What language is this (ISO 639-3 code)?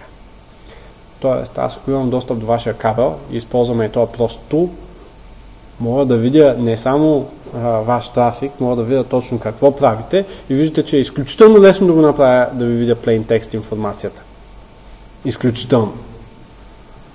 bul